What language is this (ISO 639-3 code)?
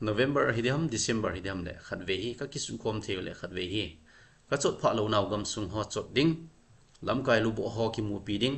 tcz